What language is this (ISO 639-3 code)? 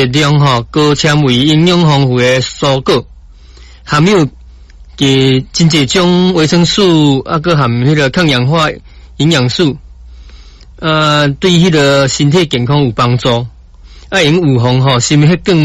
nan